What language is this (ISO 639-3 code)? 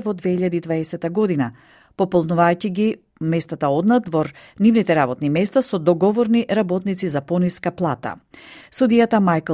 mkd